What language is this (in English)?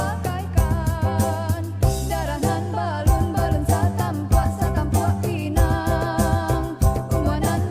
Minangkabau